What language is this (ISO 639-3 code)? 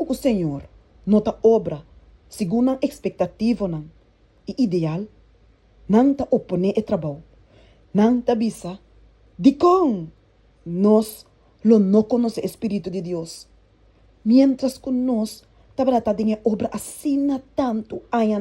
pap